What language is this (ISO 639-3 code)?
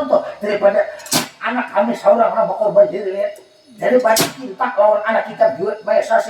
bjn